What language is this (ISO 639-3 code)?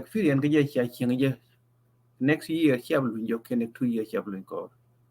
nus